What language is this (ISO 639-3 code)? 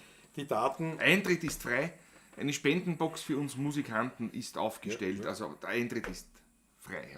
bar